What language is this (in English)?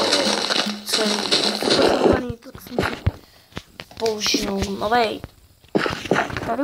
Czech